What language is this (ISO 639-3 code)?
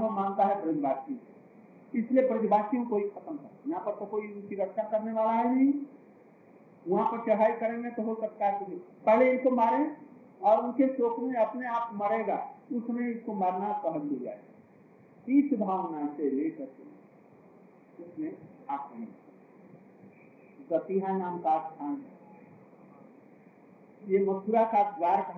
hin